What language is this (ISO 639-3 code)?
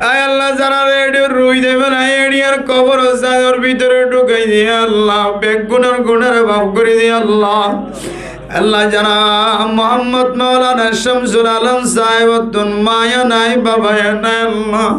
rhg